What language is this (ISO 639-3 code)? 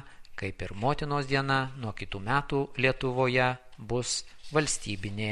lit